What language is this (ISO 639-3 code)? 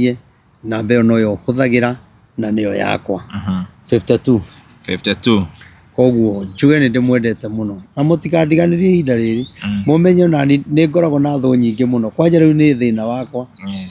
kik